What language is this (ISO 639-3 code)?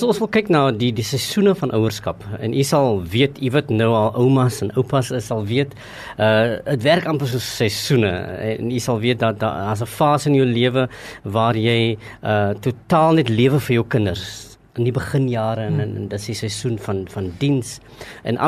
afr